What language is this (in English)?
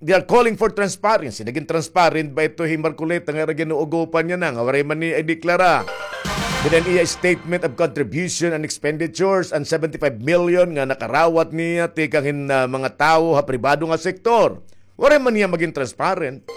Waray